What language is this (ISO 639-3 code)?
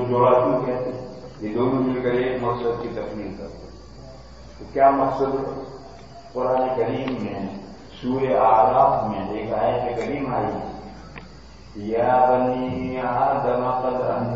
urd